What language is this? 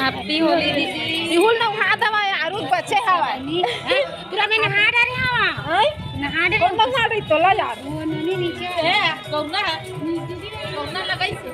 Chhattisgarhi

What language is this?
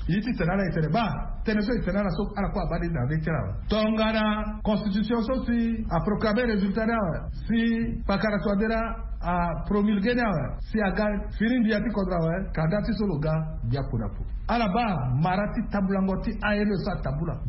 Sango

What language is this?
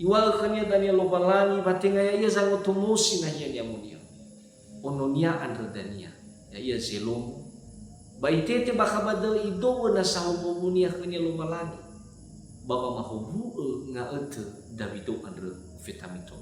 Nias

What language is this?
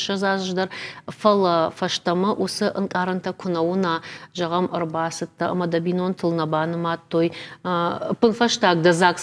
Ossetic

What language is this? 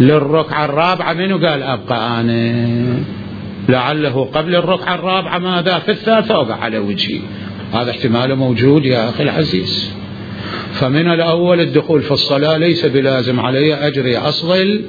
Mesopotamian Arabic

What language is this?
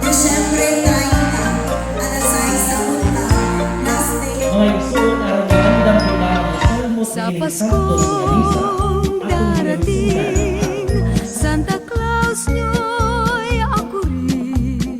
Cebuano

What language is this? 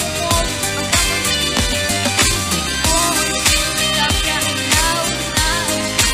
Russian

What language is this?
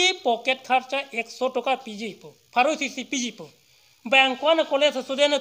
Karbi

